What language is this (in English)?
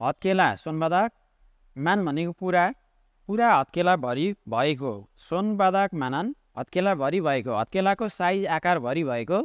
Nepali